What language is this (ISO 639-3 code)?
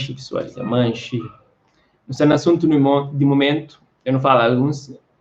kea